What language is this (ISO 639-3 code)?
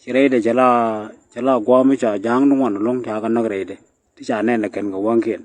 nus